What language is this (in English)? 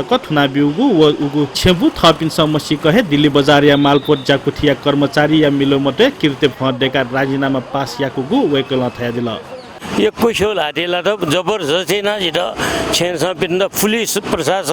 Newari